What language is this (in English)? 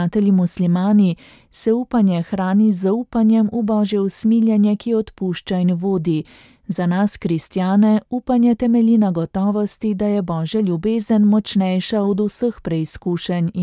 Slovenian